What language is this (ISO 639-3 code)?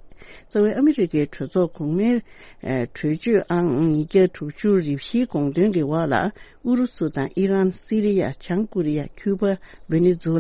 bod